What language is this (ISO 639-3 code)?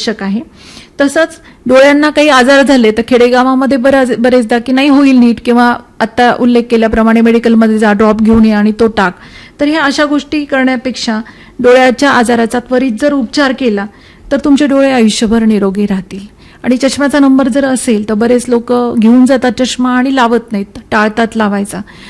mar